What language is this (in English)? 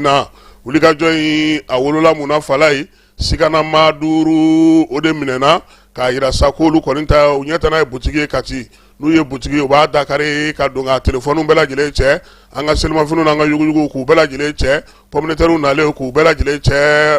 Bambara